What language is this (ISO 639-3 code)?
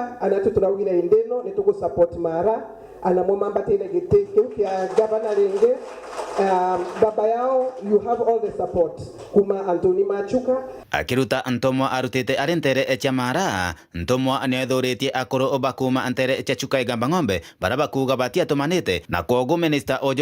mer